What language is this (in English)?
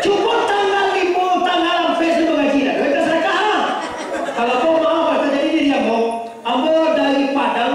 Minangkabau